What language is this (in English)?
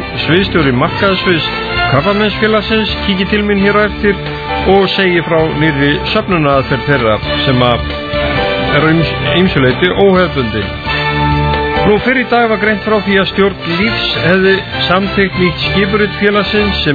Icelandic